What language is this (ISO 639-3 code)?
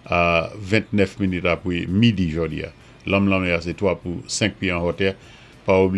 acf